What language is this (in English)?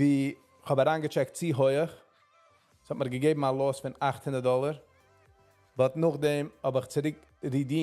Yiddish